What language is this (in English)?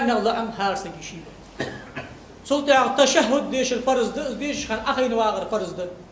Ingush